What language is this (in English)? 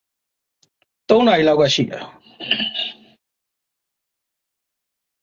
Burmese